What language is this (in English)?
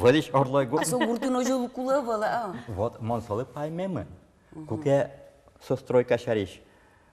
Udmurt